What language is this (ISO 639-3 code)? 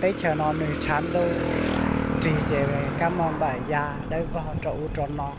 hmn